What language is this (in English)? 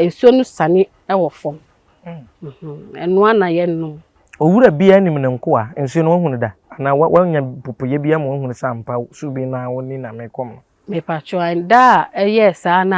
Akan